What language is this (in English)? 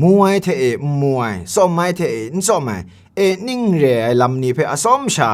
Kachin